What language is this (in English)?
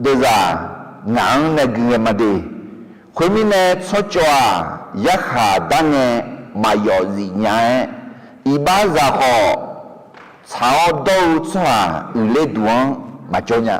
Akha